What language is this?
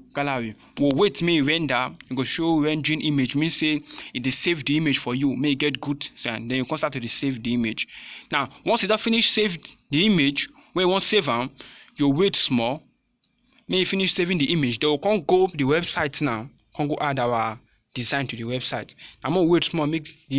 Nigerian Pidgin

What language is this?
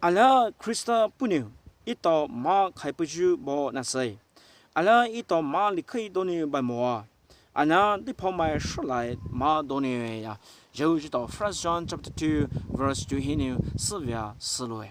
Poumei Naga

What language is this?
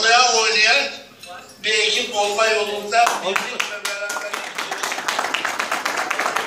Turkish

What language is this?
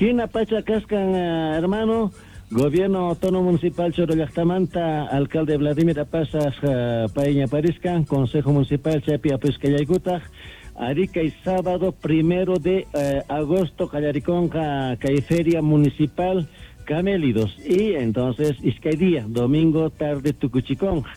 Quechua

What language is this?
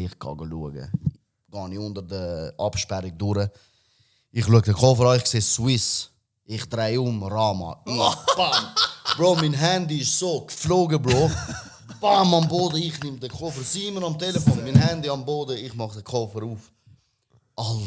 Swiss German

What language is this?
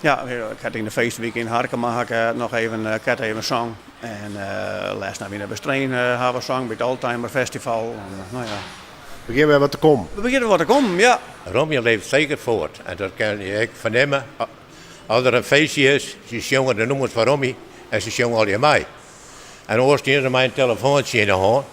Western Frisian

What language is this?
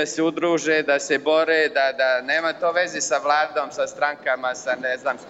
Bosnian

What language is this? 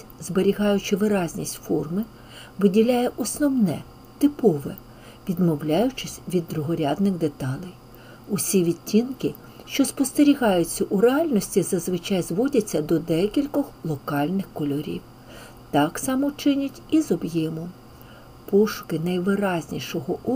Ukrainian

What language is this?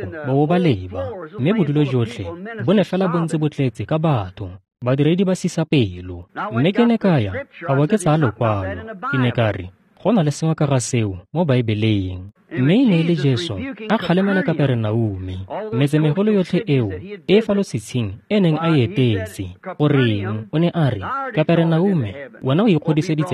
Tswana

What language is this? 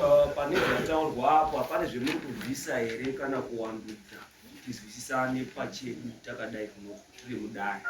Shona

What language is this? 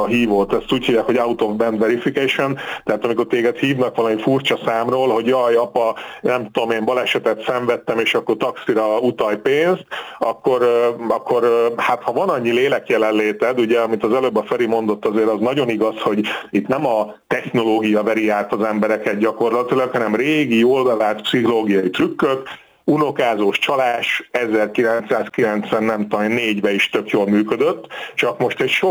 Hungarian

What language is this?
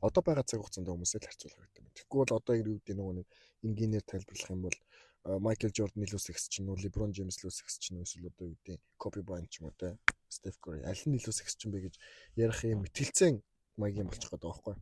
Mongolian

